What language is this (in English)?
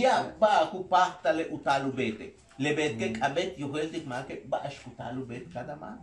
Yucateco